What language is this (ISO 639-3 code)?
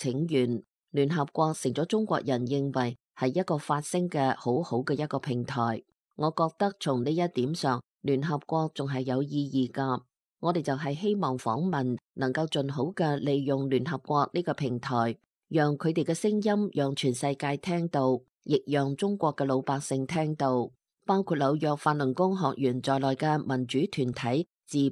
yue